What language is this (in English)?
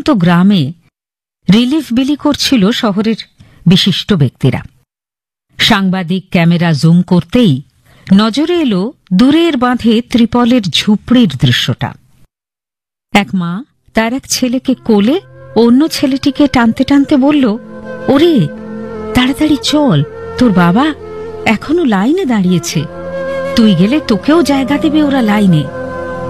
Bangla